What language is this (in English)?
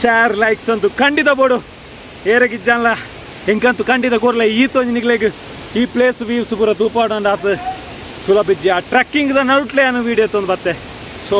Tulu